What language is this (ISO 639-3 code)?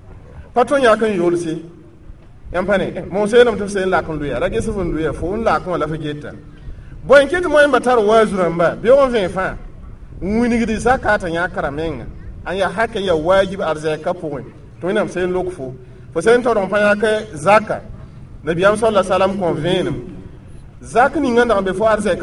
mos